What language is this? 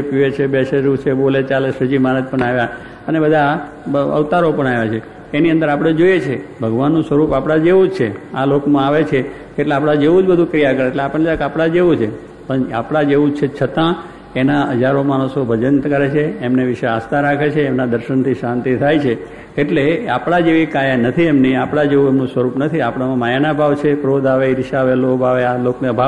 Gujarati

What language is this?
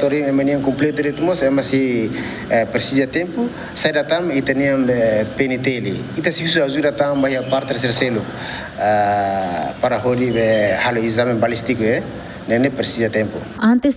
Tetum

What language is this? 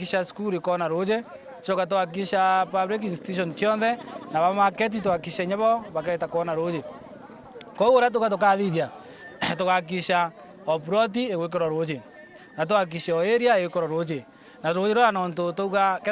Meru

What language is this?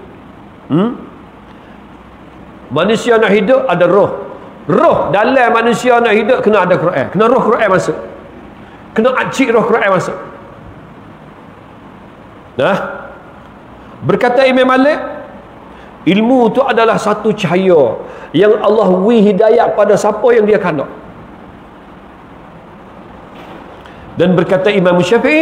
Malay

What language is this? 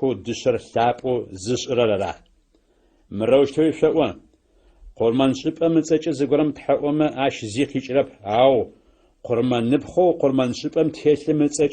Adyghe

